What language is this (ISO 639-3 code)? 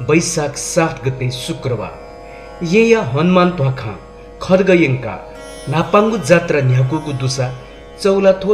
new